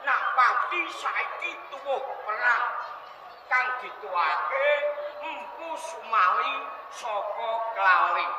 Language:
Javanese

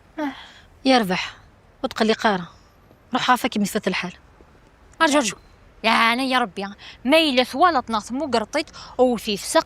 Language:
Kabyle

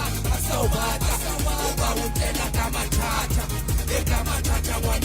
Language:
Southern Sotho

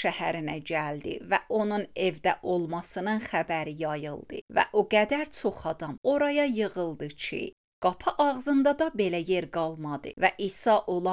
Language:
Azerbaijani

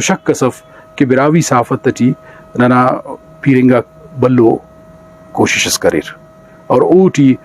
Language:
Brahui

